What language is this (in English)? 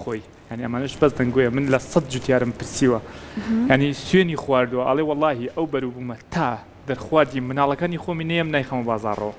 Central Kurdish